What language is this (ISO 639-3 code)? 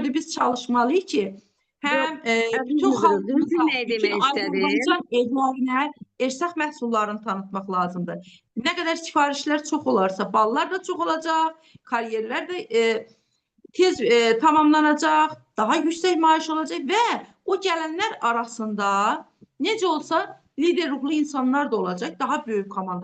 aze